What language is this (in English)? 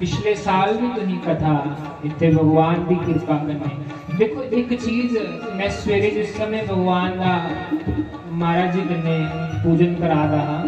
Dogri